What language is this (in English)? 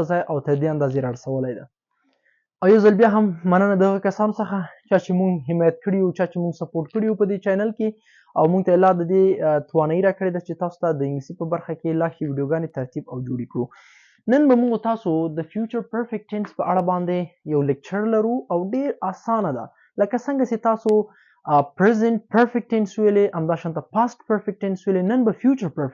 Pashto